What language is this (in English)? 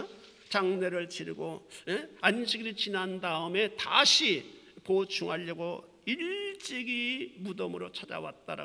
Korean